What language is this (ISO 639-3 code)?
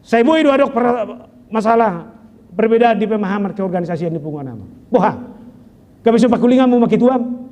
bbc